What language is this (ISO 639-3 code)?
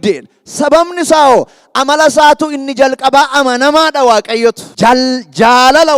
orm